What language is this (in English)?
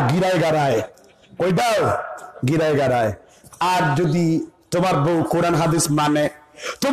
Bangla